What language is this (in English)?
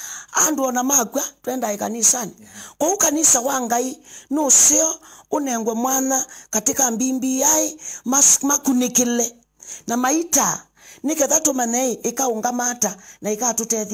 Kamba